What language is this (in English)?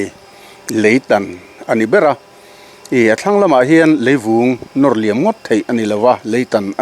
Mizo